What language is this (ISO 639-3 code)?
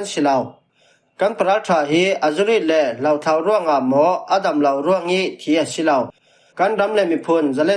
cfm